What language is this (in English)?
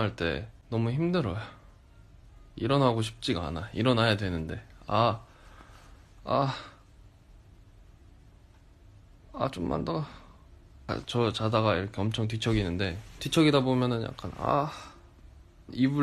Korean